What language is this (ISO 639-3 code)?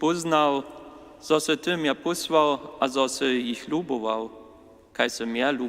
hsb